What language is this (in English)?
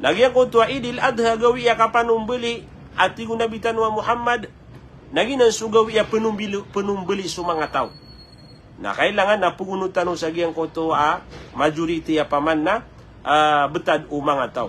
Maranao